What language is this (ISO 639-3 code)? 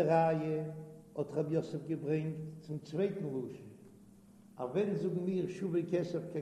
yid